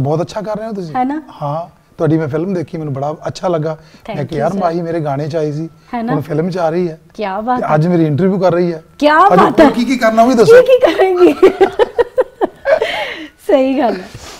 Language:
Punjabi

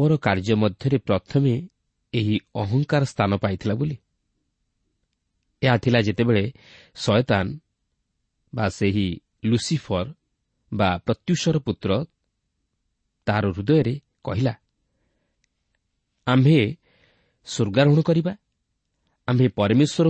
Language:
Odia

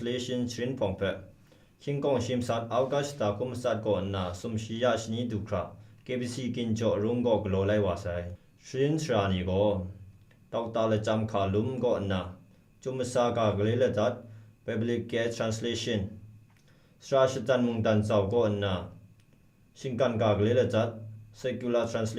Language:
Kachin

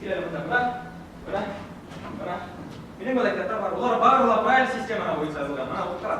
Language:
Bashkir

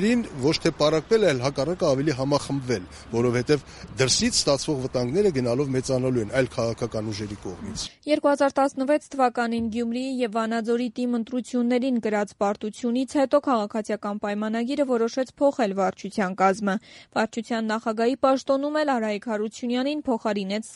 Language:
Armenian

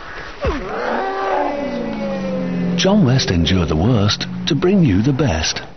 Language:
English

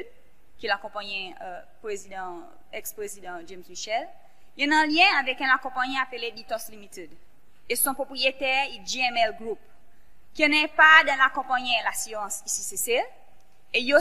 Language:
Seselwa Creole French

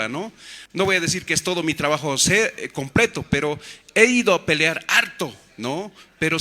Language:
Aymara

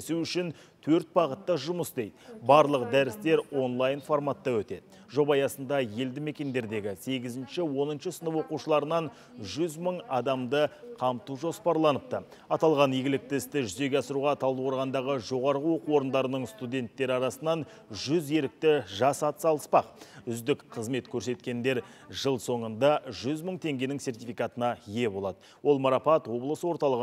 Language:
Kazakh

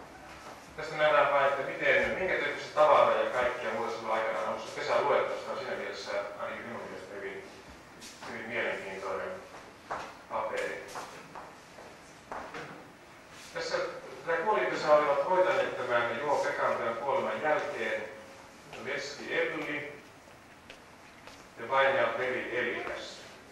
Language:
Finnish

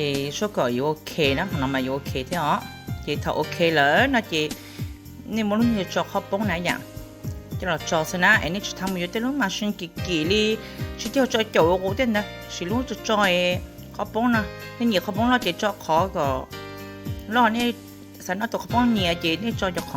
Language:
Hmong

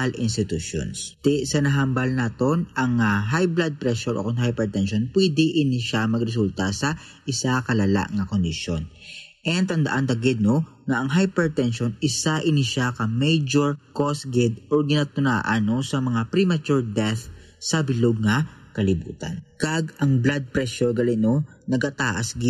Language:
Hiligaynon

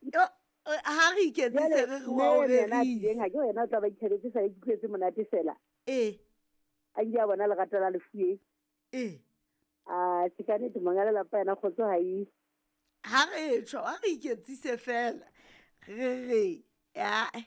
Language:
Southern Sotho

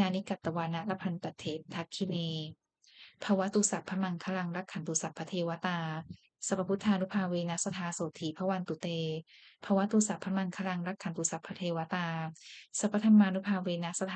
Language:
Pali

